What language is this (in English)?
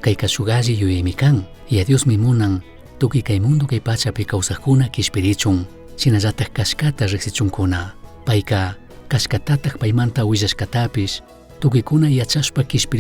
Chimborazo Highland Quichua